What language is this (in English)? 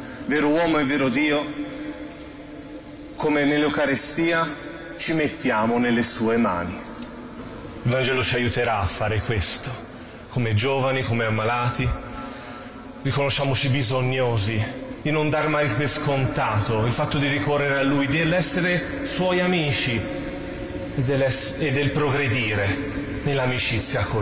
Italian